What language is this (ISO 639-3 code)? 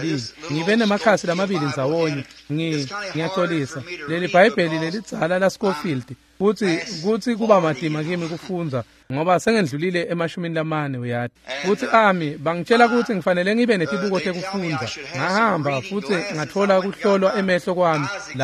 ssw